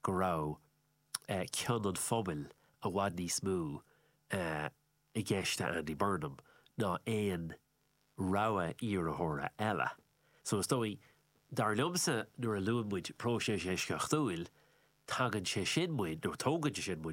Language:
Irish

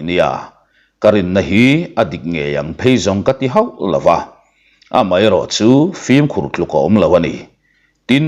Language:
Mizo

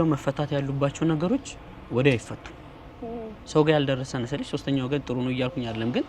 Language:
Amharic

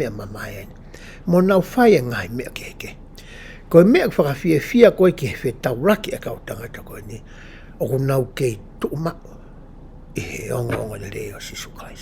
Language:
Tongan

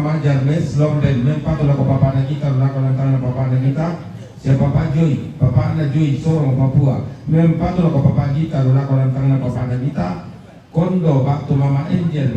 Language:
Toraja-Sa'dan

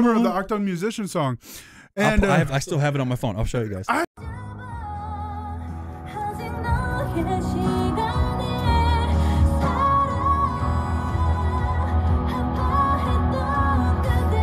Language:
English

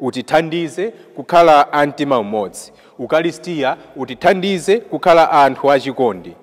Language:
Nyanja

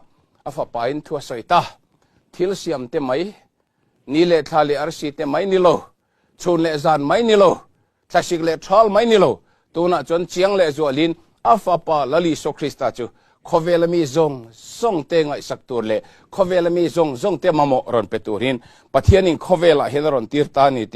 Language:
Mizo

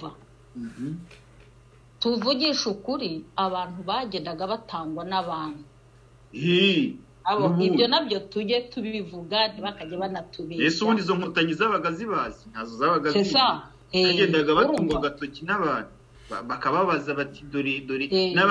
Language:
Kinyarwanda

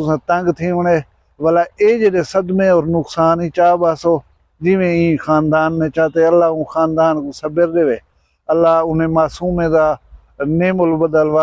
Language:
Saraiki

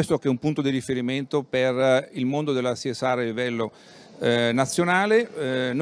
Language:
Italian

